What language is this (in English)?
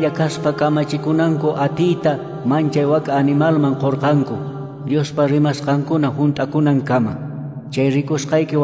Quechua